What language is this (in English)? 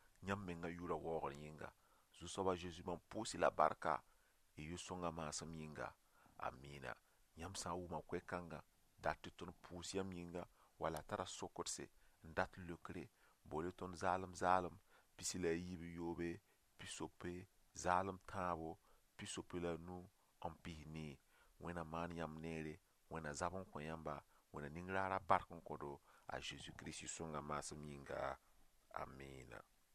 Mossi